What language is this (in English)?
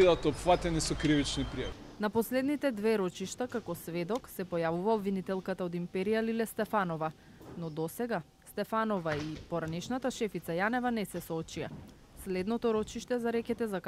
Macedonian